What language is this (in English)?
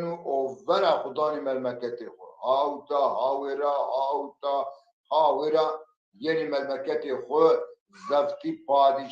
Zaza